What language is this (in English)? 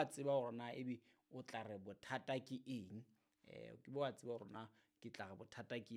Southern Sotho